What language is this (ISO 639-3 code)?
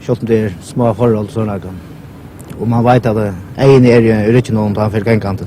fao